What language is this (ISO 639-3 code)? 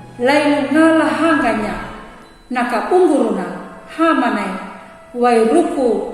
xbr